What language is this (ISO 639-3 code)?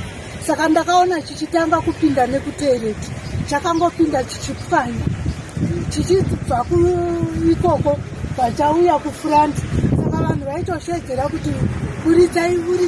sna